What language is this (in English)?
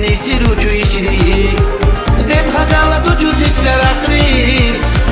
Tabassaran